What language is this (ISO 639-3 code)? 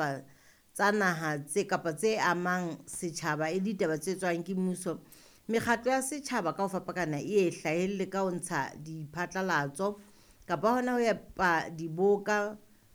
sot